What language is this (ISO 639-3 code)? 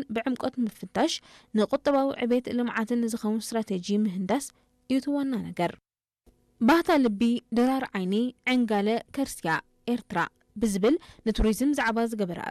tir